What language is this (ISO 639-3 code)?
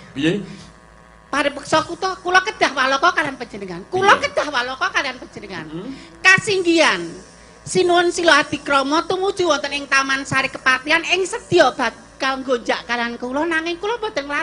jav